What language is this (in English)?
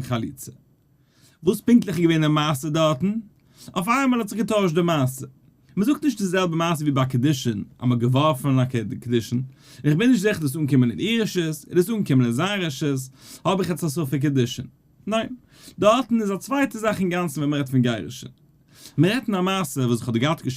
Yiddish